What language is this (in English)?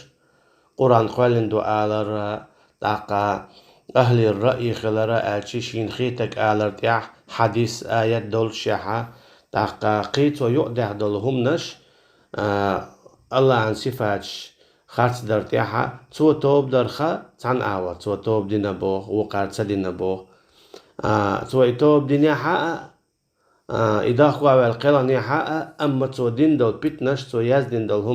Chechen